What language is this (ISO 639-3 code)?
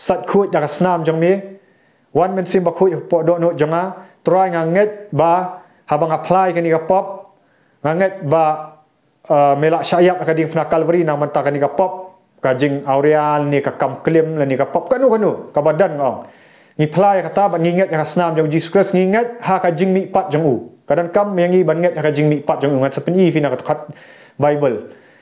kha